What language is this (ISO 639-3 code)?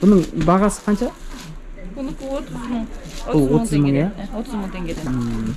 kaz